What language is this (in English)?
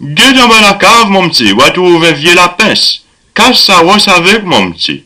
Seselwa Creole French